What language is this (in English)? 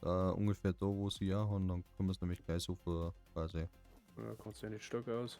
Bavarian